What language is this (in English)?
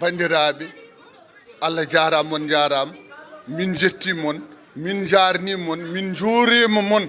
Fula